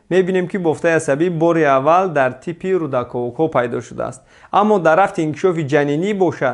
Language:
Tajik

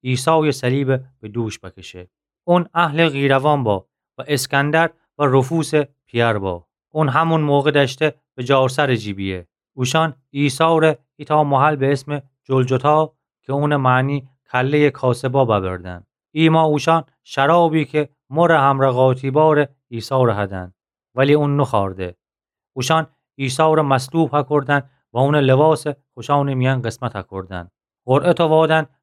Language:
Gilaki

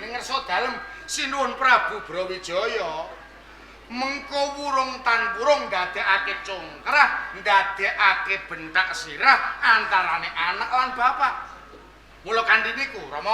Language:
Javanese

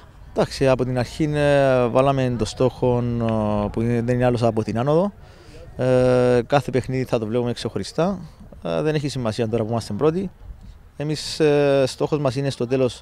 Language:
Greek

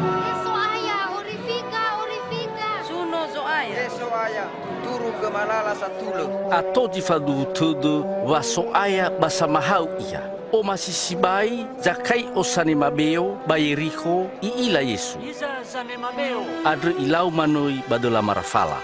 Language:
Nias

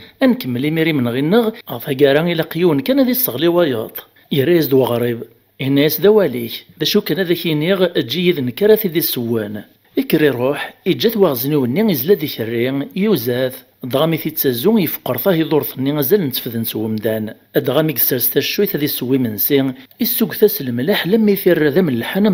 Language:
Kabyle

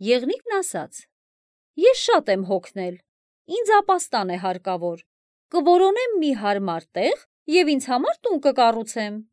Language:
Armenian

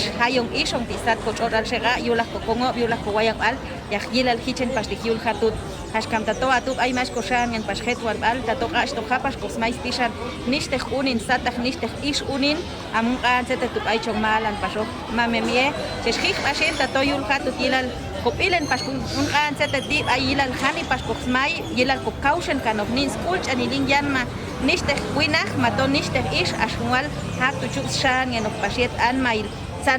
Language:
Popti'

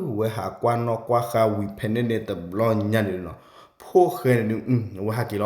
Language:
S'gaw Karen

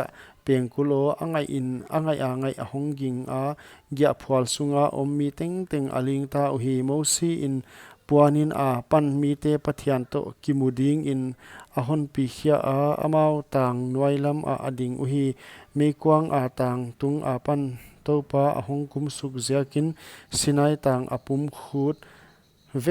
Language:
Paite Chin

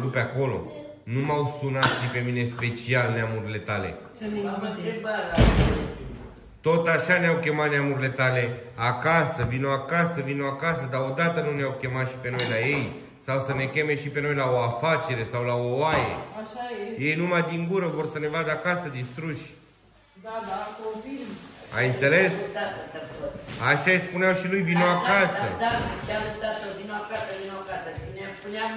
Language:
Romanian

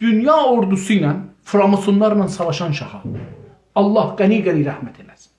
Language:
South Azerbaijani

